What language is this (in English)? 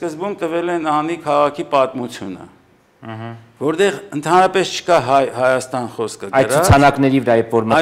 Armenian